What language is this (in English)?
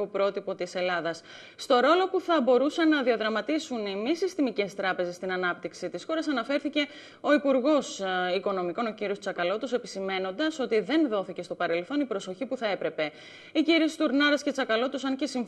Greek